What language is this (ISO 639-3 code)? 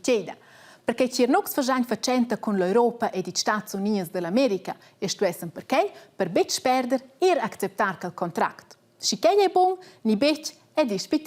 roh